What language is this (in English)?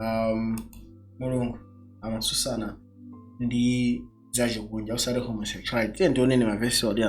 Nyanja